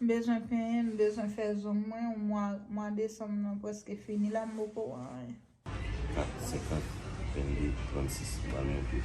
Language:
Haitian Creole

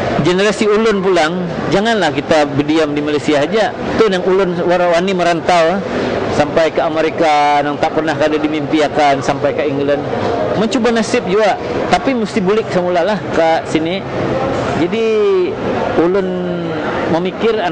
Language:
Banjar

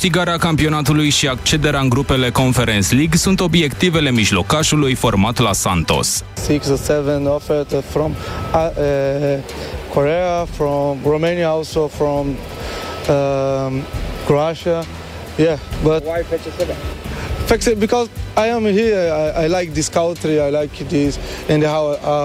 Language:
Romanian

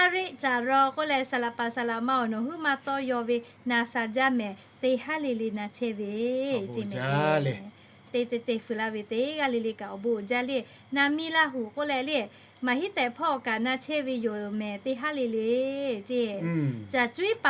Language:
Lahu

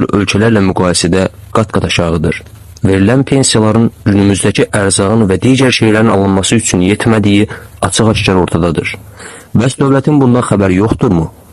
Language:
Azerbaijani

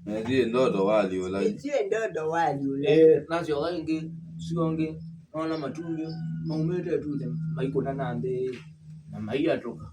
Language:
Kamba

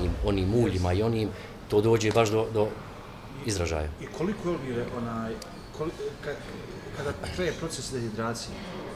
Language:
Bosnian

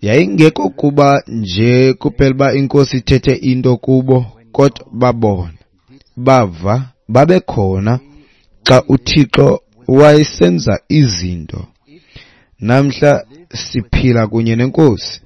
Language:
Xhosa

